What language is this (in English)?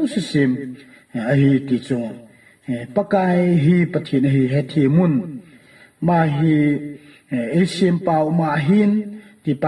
Thado Chin